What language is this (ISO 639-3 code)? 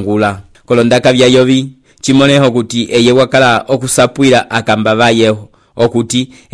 umb